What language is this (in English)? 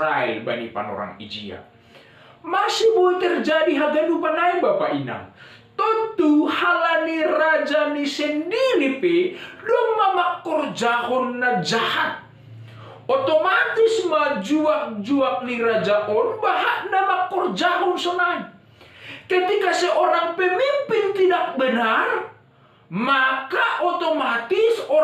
Batak Simalungun